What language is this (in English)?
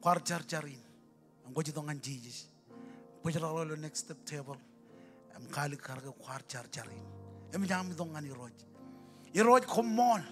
Marshallese